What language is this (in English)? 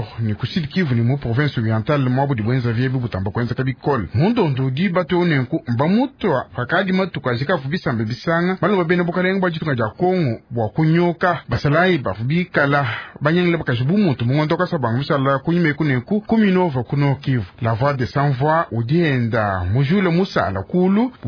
Luba-Lulua